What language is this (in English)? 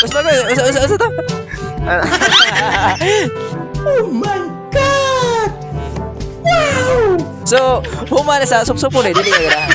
Cebuano